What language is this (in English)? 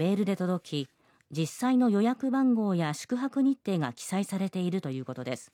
Japanese